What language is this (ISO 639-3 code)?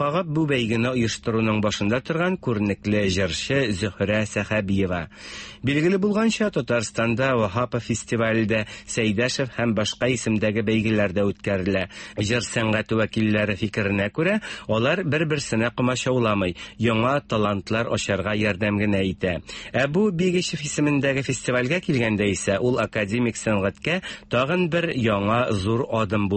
tat